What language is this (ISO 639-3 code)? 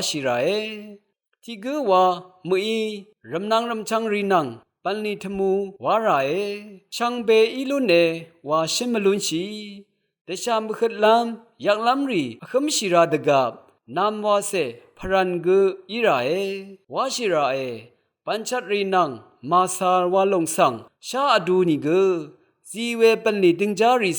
raw